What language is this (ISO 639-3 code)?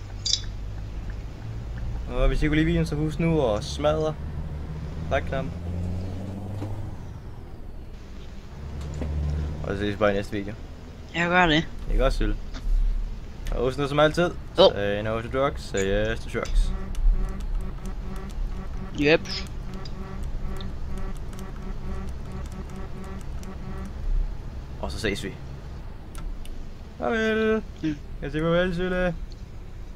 dan